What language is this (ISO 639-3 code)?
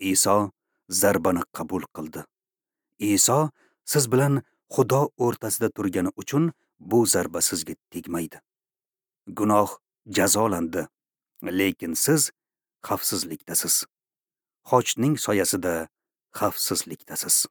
uzb